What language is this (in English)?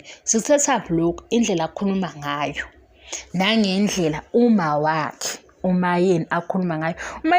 Zulu